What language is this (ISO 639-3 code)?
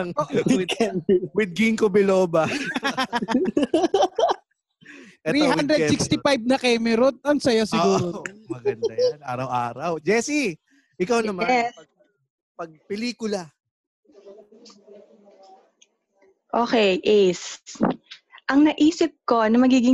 fil